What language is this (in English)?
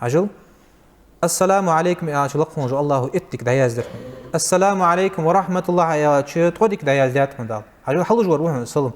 Ingush